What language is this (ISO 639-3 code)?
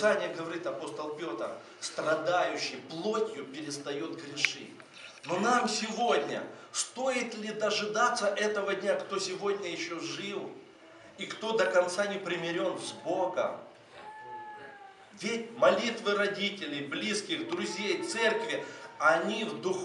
rus